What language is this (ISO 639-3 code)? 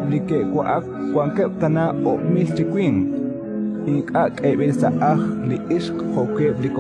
kek